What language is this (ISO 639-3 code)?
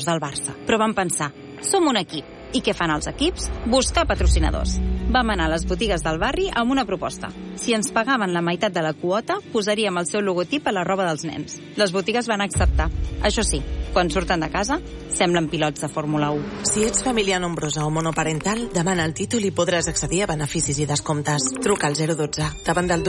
cat